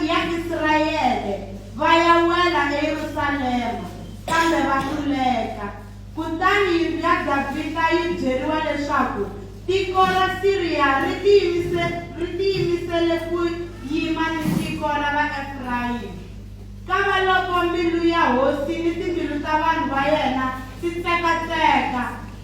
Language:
Tsonga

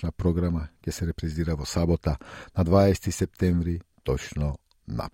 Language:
Macedonian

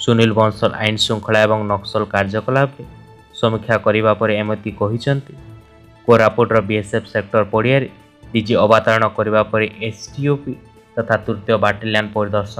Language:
Odia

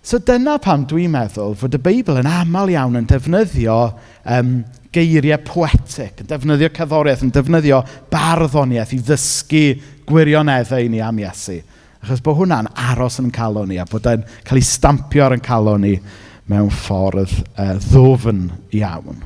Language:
Welsh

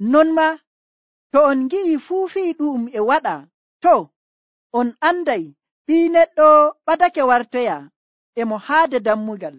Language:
Nigerian Fulfulde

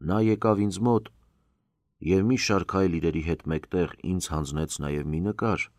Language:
Armenian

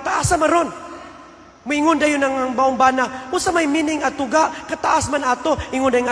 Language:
Cebuano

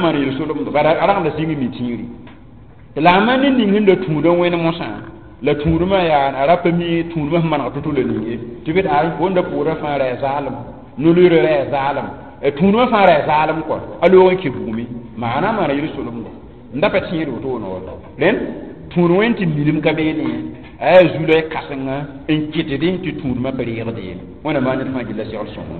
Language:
Mossi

